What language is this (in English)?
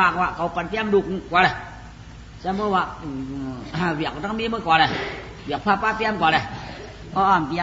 Shan